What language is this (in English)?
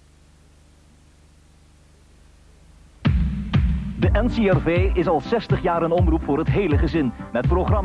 Dutch